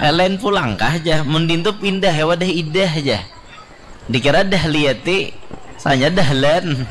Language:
Banjar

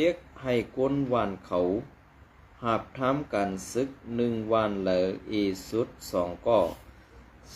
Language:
Shan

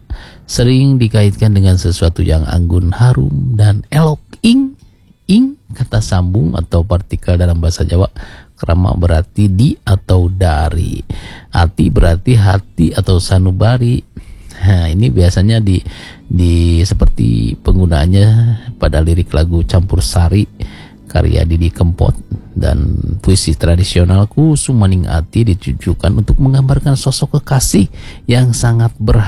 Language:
Indonesian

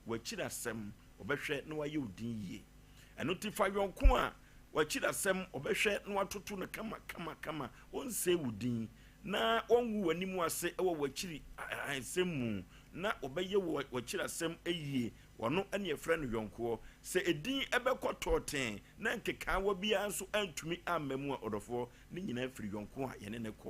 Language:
Akan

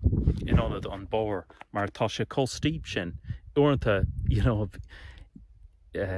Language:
Irish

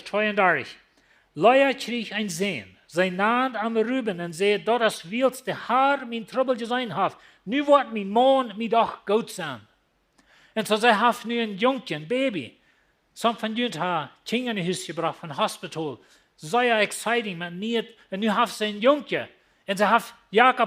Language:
Plautdietsch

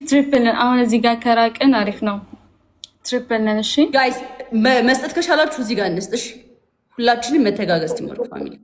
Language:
Amharic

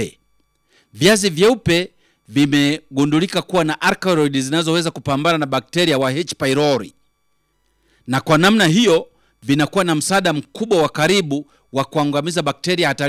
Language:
Swahili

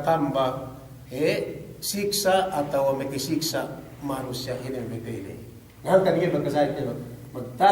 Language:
Yakan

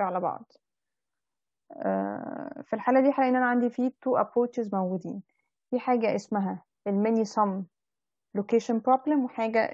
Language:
Egyptian Arabic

